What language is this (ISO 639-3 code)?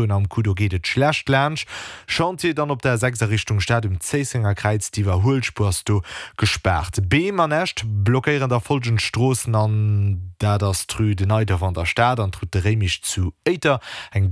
ltz